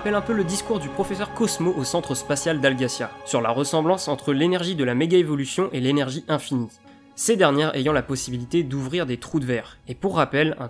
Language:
French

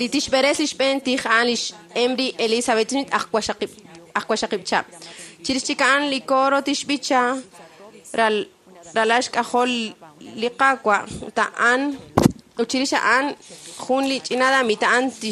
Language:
Kekchí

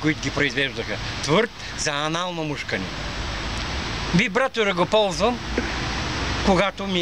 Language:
Bulgarian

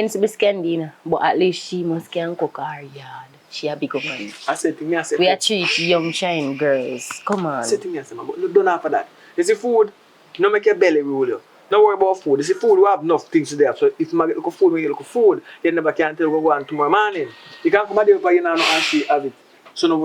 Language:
Jamaican Creole English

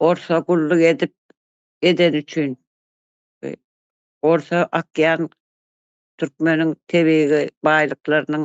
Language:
Turkmen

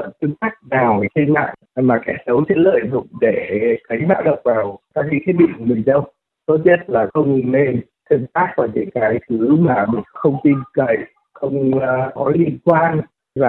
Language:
Vietnamese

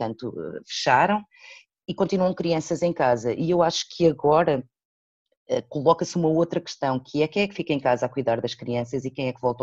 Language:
Portuguese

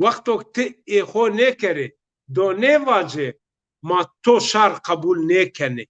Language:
Zaza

